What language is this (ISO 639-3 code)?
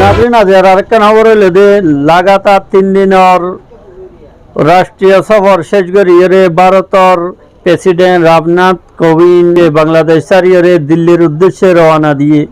rhg